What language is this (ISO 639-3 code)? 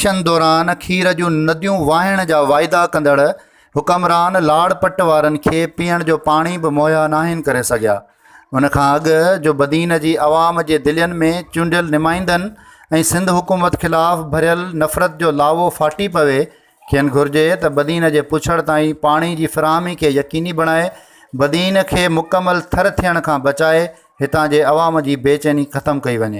snd